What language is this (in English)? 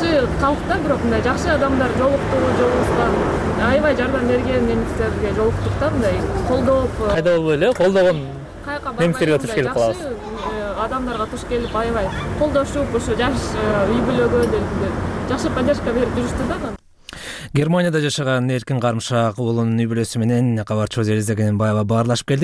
Kyrgyz